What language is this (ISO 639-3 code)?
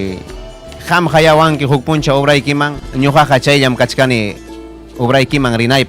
quy